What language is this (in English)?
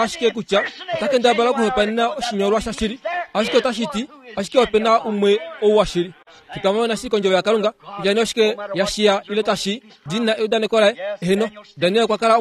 Kuanyama